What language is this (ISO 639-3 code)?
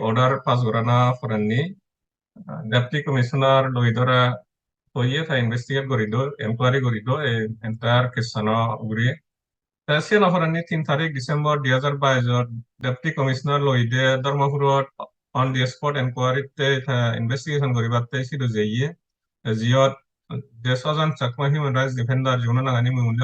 ccp